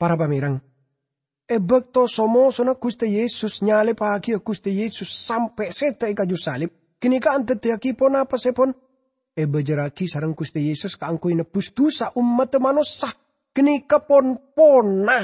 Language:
Madurese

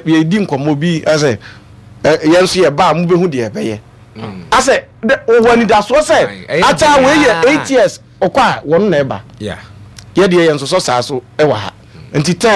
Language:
Akan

